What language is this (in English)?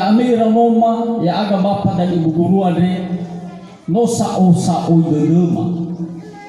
Nias